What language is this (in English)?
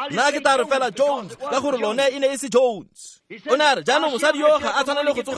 Tswana